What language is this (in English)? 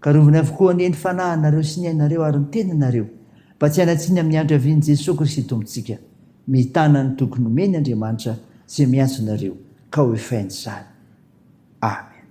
Malagasy